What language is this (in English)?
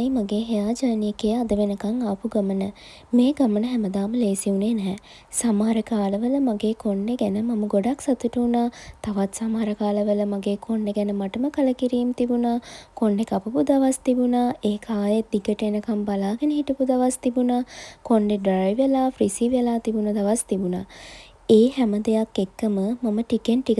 Sinhala